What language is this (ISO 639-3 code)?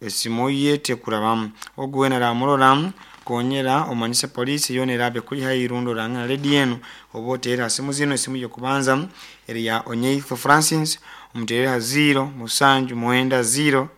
nyo